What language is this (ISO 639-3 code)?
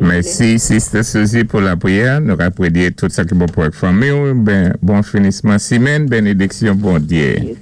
acf